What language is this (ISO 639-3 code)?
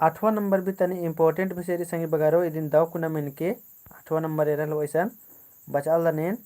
kru